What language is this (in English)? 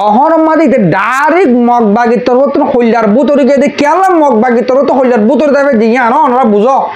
Rohingya